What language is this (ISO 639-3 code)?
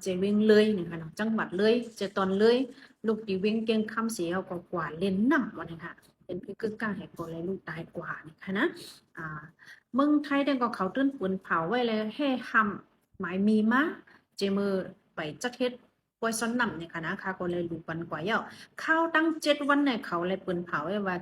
shn